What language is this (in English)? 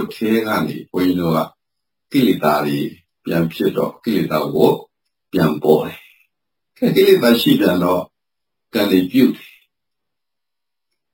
Burmese